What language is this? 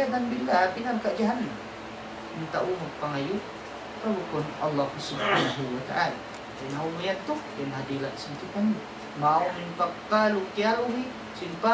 Tausug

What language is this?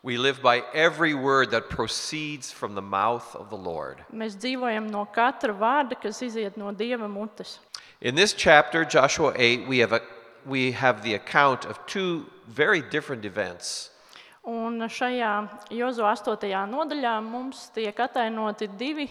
Latvian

